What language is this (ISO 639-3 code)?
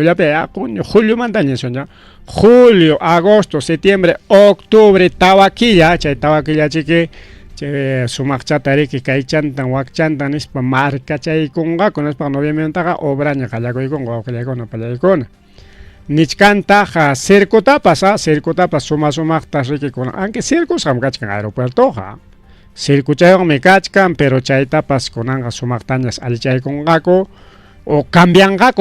quy